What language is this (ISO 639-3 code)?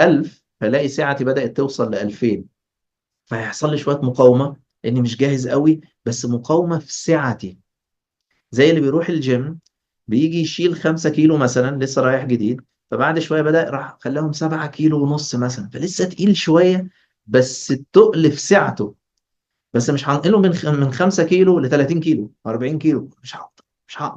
arz